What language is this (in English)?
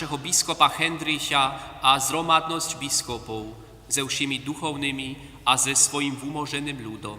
Upper Sorbian